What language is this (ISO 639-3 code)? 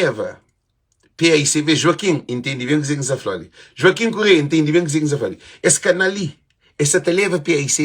kea